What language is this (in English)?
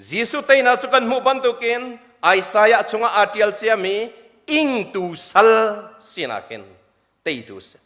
Hakha Chin